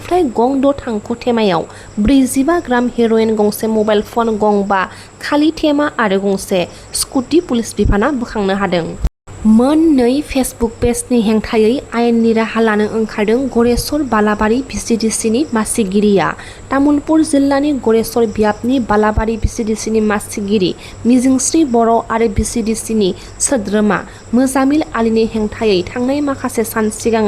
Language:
Bodo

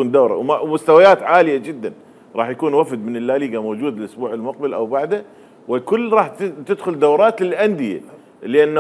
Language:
Mesopotamian Arabic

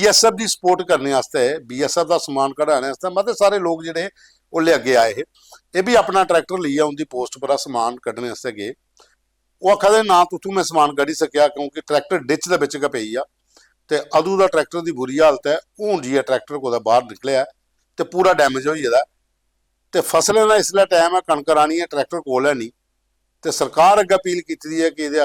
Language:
Dogri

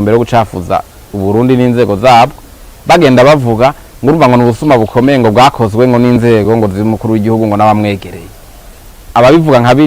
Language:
Rundi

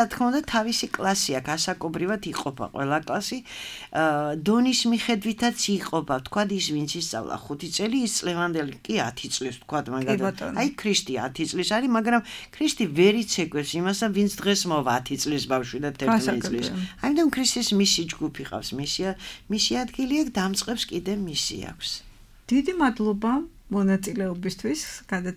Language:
Georgian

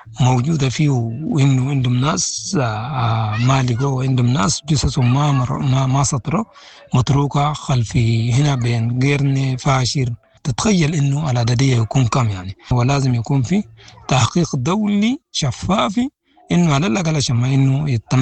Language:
Sudanese Arabic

